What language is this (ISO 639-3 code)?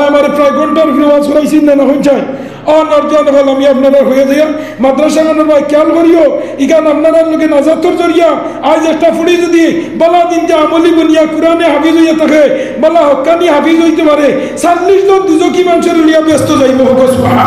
syl